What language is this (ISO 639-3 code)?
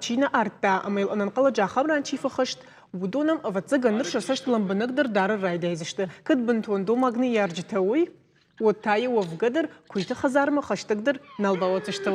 oss